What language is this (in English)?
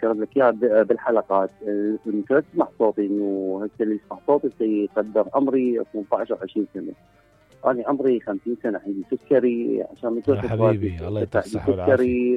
Mesopotamian Arabic